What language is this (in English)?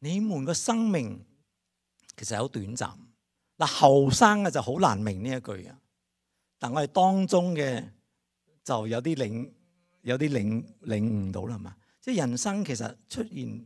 Cantonese